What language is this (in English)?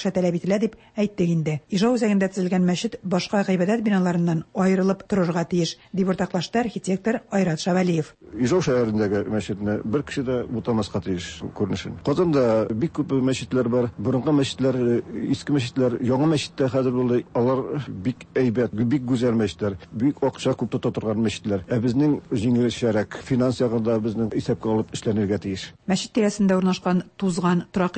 Tatar